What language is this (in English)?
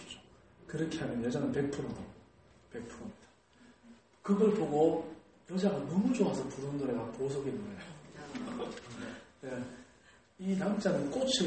Korean